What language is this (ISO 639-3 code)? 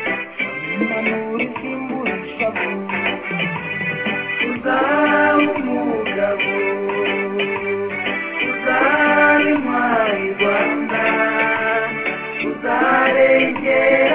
kin